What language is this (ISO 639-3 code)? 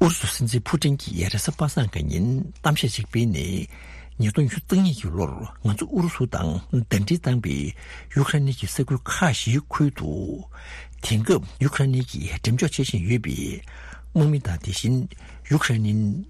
bod